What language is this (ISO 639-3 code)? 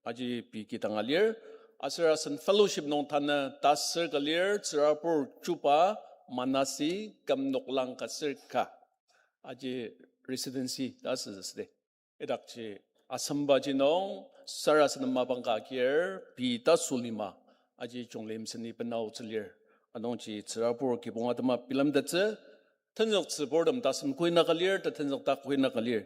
njo